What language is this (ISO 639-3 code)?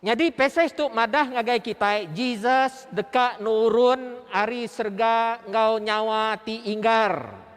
iba